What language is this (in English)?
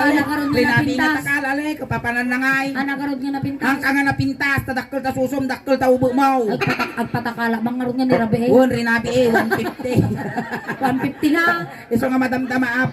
Iloko